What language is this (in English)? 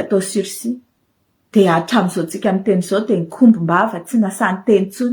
Malagasy